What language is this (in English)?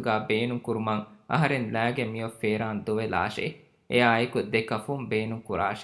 Divehi